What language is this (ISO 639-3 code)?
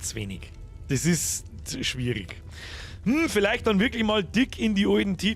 bar